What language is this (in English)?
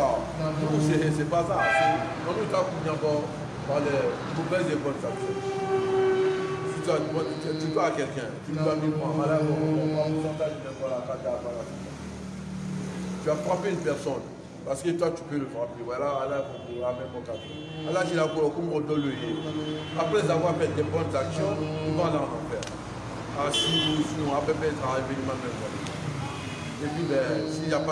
French